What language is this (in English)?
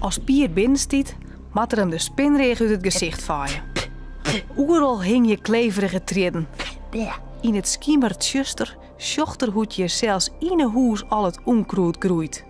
Western Frisian